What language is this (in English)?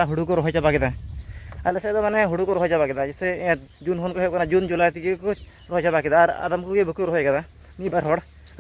Santali